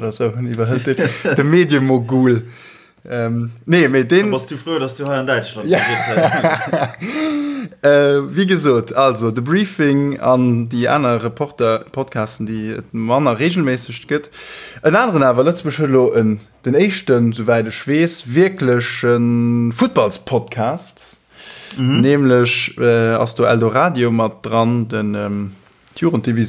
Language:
Luxembourgish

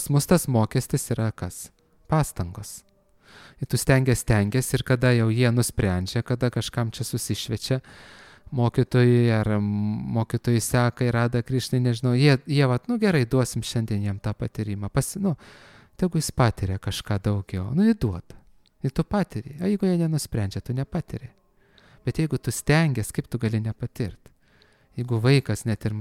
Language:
Lithuanian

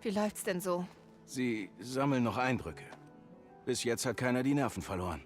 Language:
Bavarian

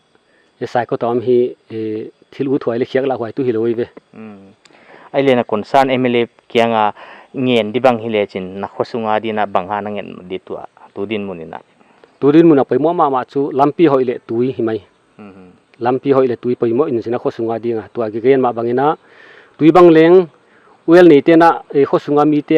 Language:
Paite Chin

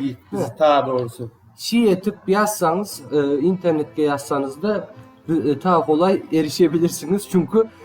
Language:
Crimean Tatar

